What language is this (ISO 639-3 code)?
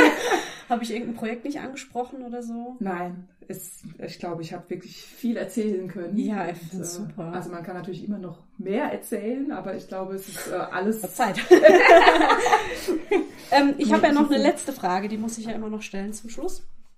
deu